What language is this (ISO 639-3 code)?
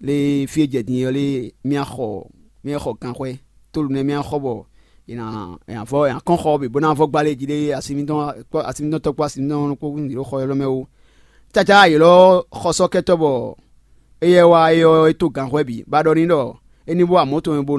fon